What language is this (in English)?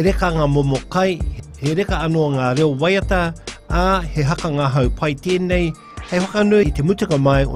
Māori